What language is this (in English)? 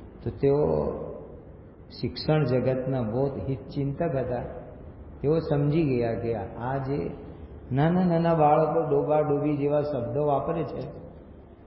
Gujarati